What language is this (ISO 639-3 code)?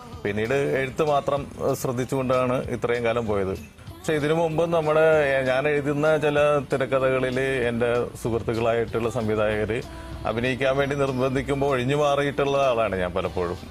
mal